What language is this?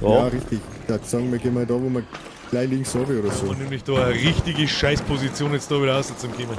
Bavarian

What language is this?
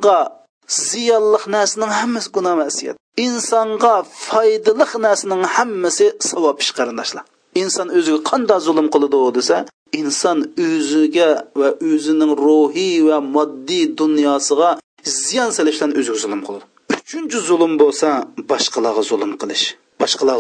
Uyghur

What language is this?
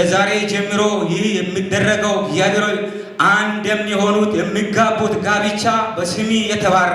Amharic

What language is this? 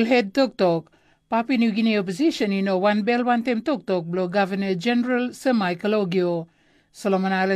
Tok Pisin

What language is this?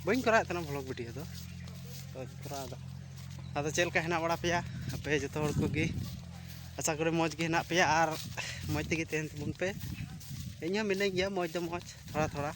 Santali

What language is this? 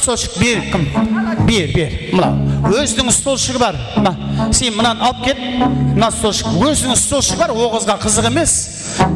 Kara-Kalpak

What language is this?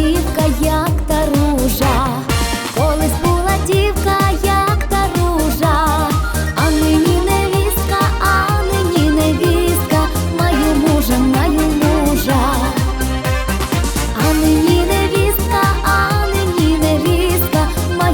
Ukrainian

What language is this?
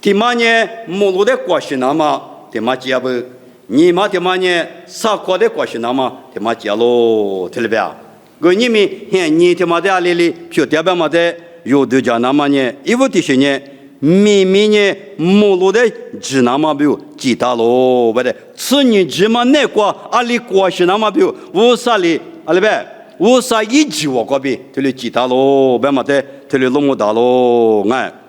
Lisu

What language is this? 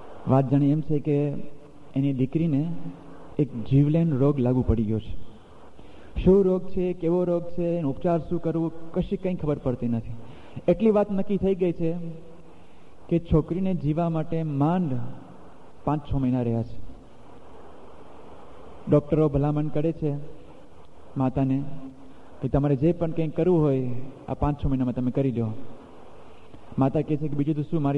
Gujarati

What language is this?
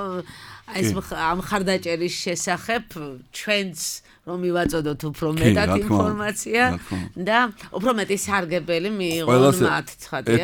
Georgian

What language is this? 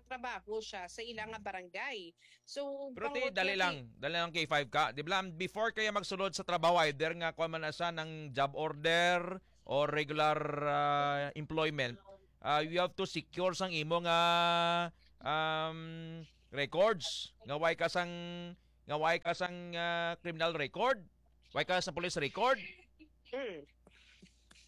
Hiligaynon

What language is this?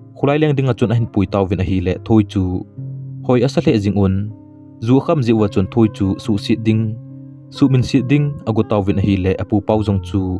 Thado Chin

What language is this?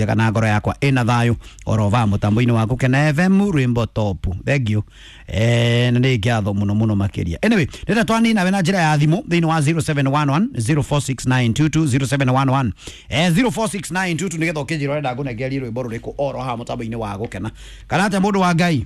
Kikuyu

